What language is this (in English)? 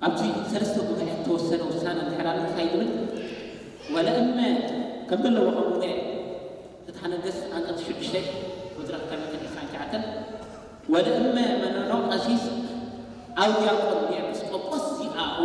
Tigrinya